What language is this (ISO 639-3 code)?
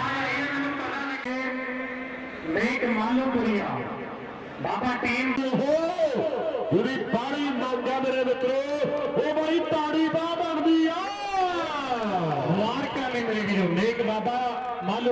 pan